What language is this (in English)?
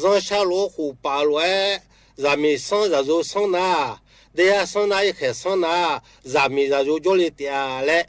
Akha